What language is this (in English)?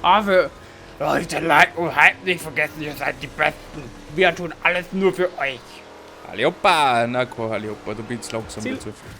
Bavarian